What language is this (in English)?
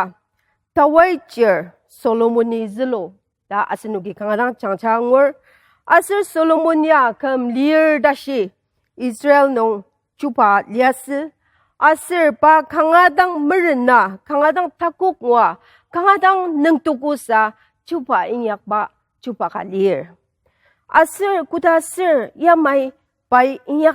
Ao Naga